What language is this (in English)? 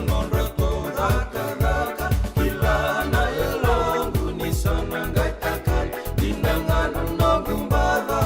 Fijian